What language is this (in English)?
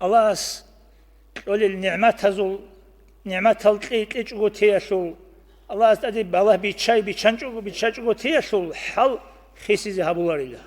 Avaric